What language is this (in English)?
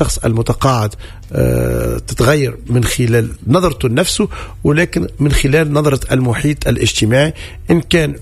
Tunisian Arabic